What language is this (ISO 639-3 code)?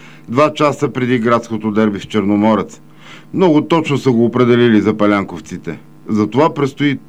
bul